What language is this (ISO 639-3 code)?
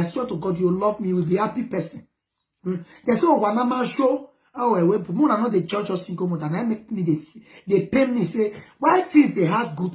pcm